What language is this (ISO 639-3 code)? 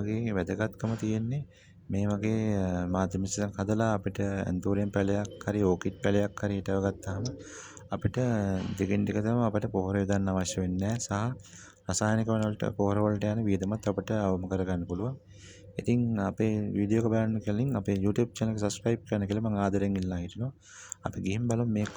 sin